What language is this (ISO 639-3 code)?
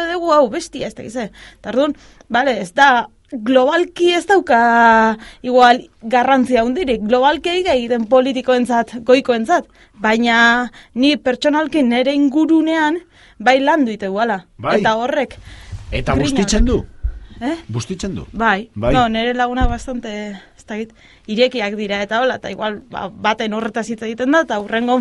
eus